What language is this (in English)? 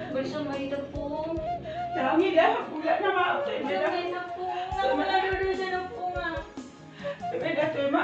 Batak Toba